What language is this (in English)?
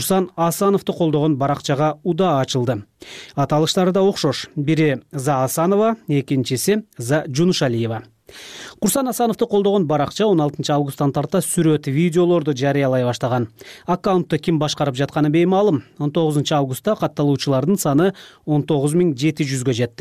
Kyrgyz